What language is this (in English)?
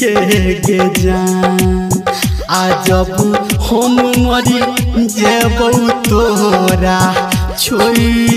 Maithili